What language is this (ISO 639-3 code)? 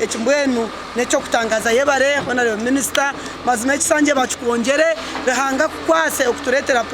nyn